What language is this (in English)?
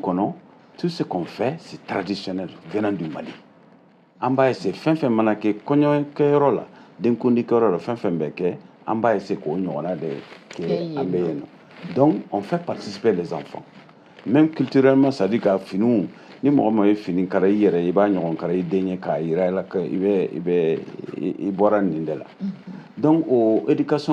Bambara